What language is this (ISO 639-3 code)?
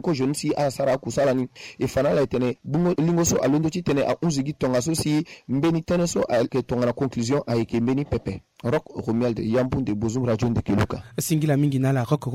sag